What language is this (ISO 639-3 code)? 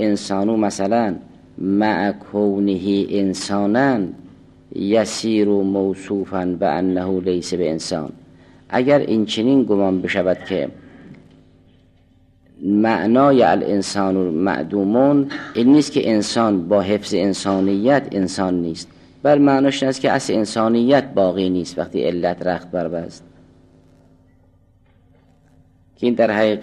fas